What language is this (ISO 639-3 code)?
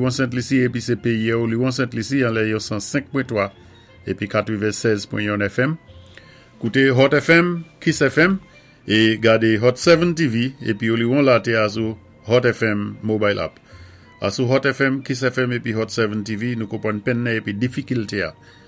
acf